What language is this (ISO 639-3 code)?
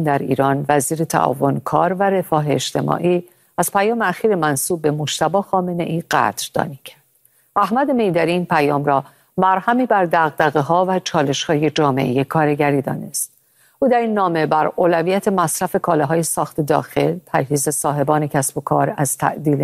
fas